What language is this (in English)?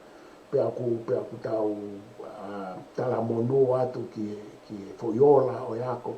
Tongan